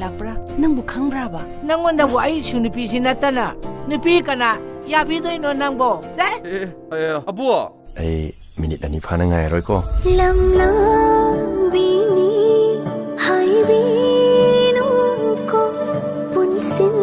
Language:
Manipuri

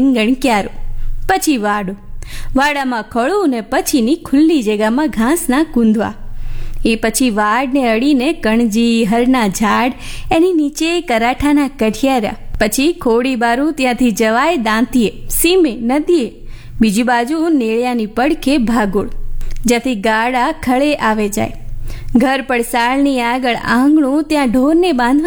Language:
Gujarati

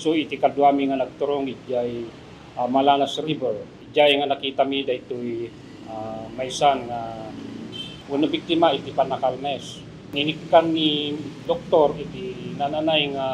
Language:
Iloko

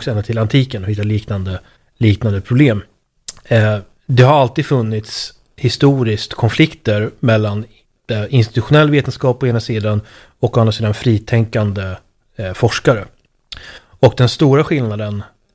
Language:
Swedish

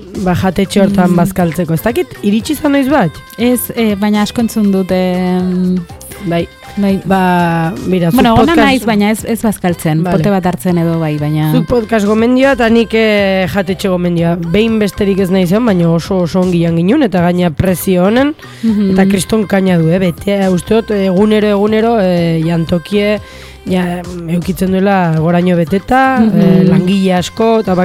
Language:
Basque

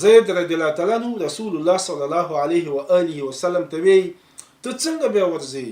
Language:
Pashto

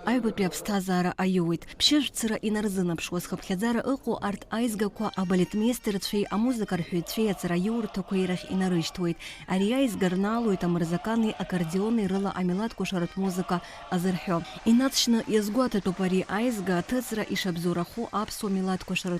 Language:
Abkhazian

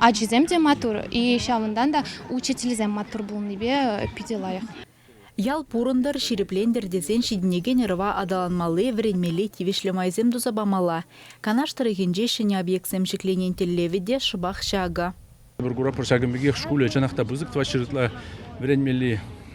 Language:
Chuvash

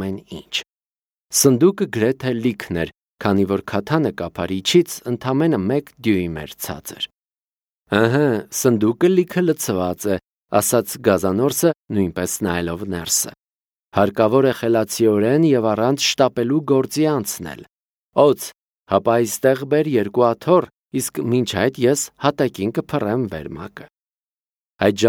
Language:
Armenian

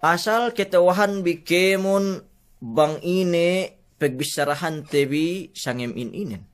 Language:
Yakan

